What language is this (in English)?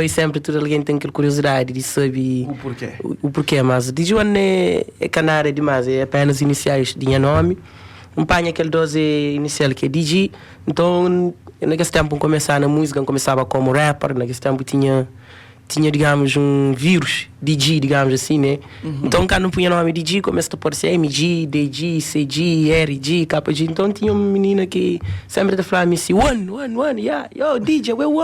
Kabuverdianu